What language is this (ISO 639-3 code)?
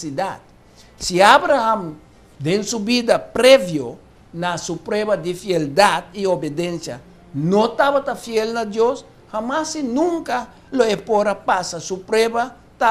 pap